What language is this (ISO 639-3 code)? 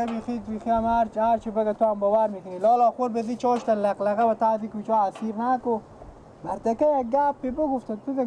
fas